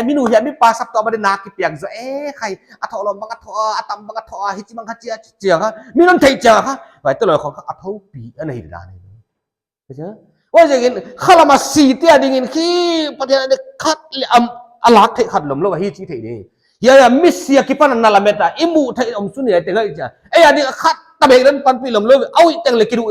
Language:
Paite Chin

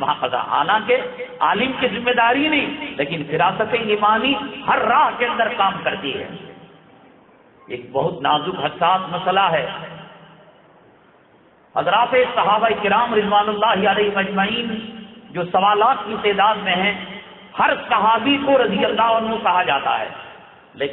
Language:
Urdu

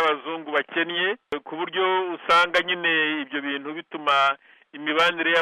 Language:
Kinyarwanda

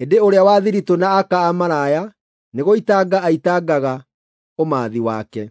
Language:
Kikuyu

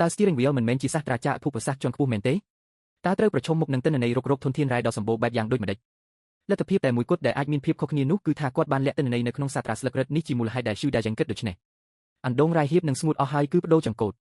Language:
Khmer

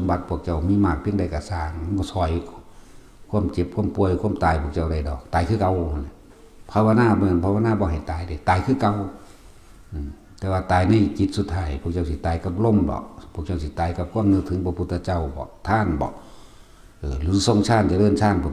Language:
Northeastern Thai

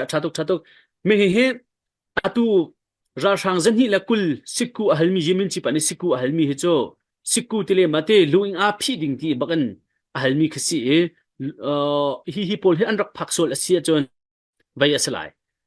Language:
Hakha Chin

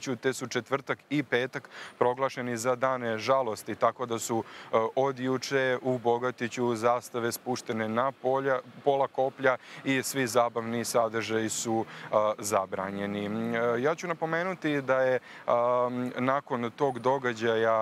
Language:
Serbian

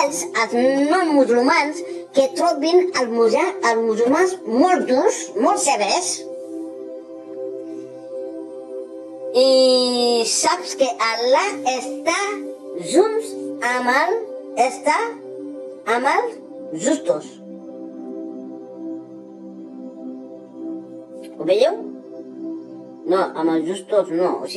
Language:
Catalan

